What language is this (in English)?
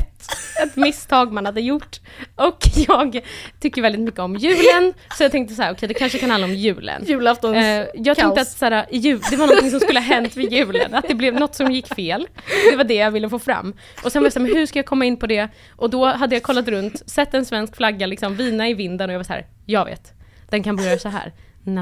Swedish